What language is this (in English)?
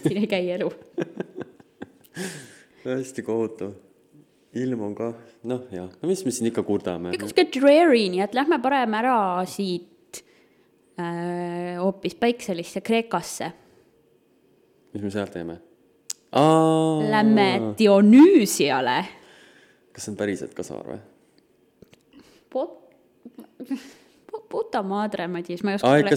Estonian